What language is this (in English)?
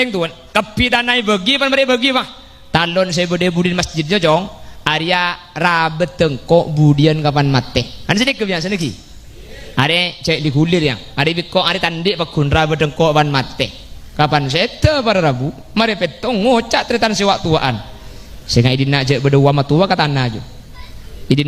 Madurese